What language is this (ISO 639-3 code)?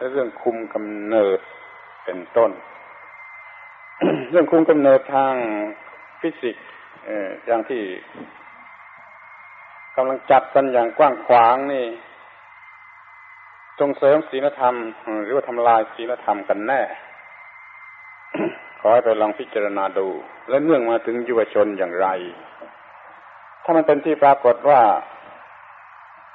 tha